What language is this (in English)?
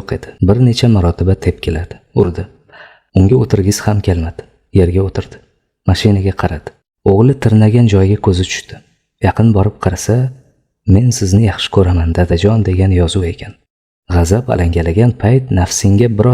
Uzbek